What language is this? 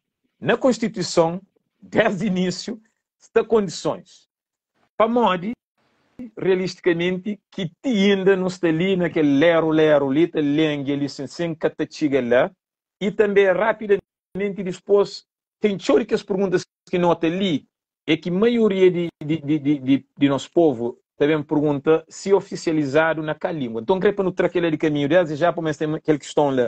Kabuverdianu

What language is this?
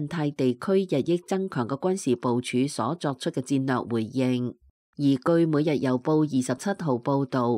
Cantonese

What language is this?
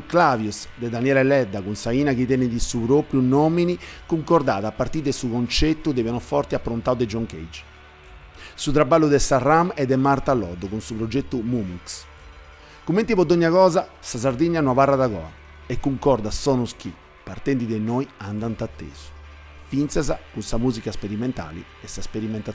Sardinian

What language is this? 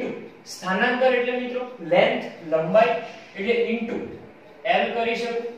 Gujarati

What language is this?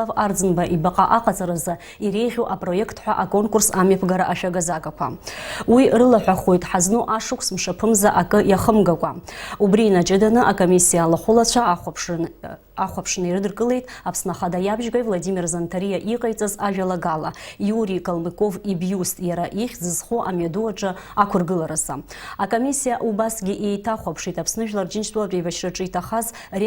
Abkhazian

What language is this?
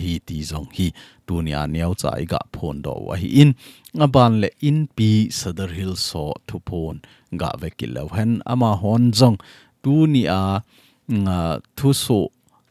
Thado Chin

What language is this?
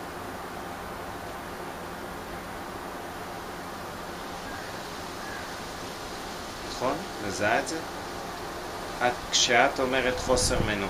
Hebrew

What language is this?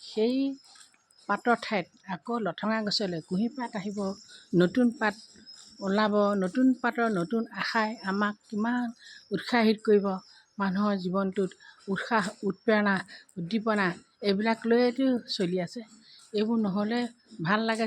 Assamese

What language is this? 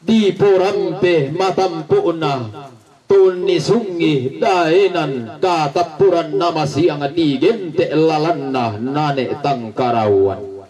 Toraja-Sa'dan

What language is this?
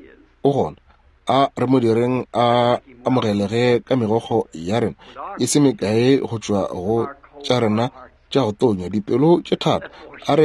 Northern Sotho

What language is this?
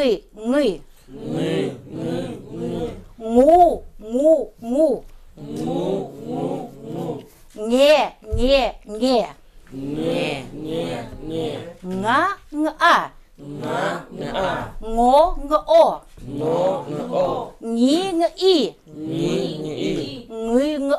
Chukot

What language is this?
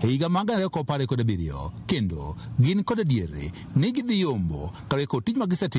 Luo (Kenya and Tanzania)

